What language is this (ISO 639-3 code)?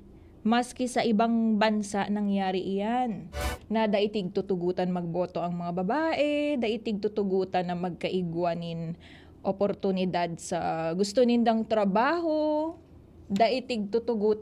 bik